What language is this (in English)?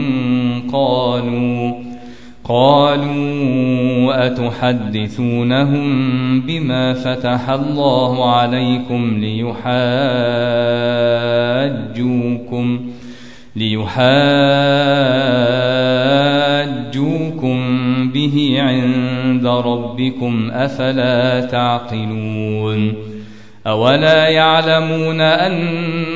Arabic